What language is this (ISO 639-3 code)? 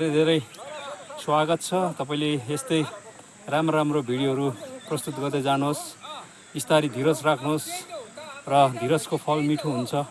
nep